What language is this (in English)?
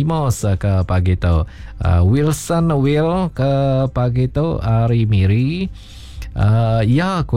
Iban